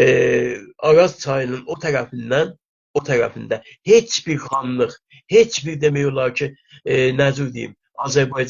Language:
South Azerbaijani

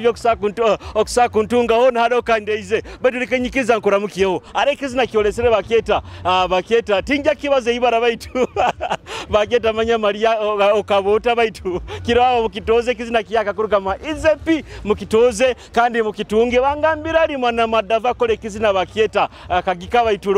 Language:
Nyoro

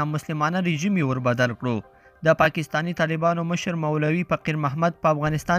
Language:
Pashto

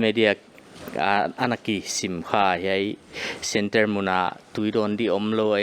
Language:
Paite Chin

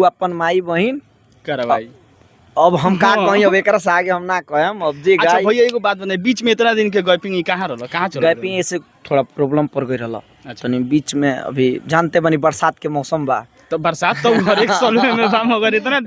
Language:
Bhojpuri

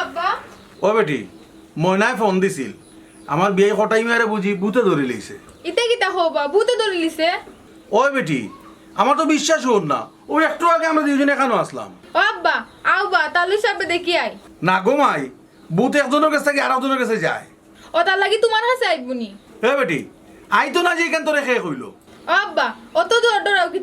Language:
Sylheti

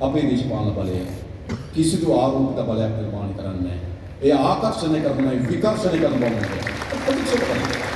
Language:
Sinhala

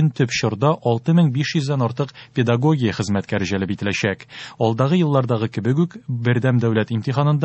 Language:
Tatar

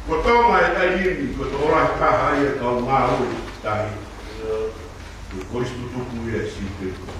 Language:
Tongan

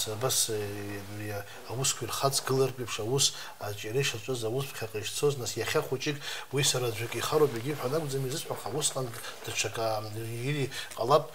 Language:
Abkhazian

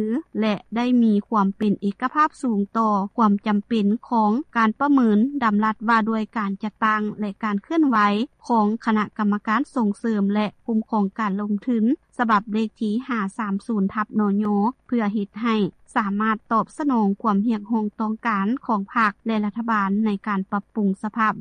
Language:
Lao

